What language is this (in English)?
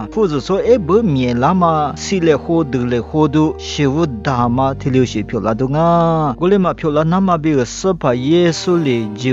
Lisu